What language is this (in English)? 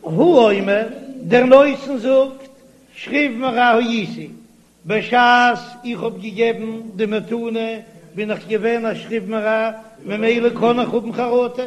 Yiddish